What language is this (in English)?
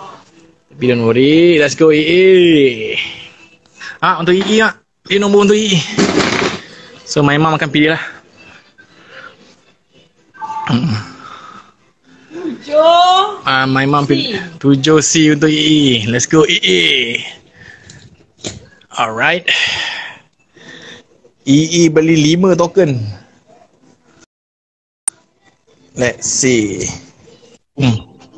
Malay